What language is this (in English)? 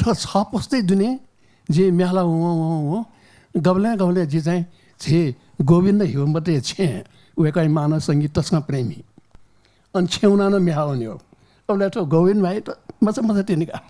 Newari